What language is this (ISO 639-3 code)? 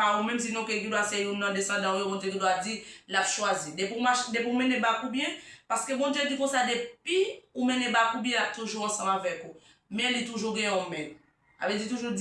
hat